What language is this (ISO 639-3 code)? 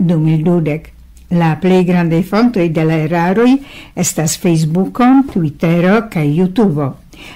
epo